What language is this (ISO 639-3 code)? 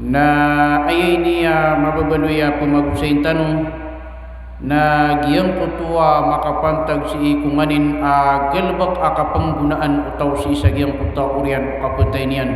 mrw